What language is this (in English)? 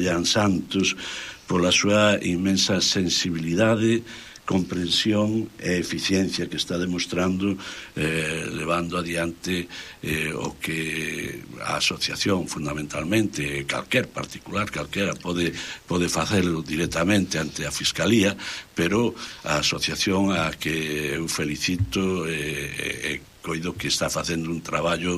Galician